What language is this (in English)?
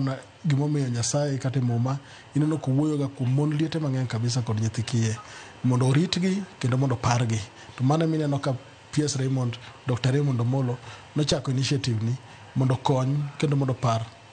Luo (Kenya and Tanzania)